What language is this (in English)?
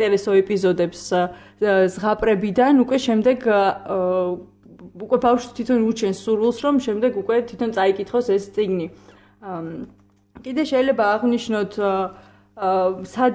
Georgian